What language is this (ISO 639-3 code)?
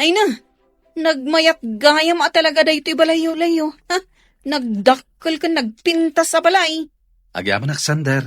ilo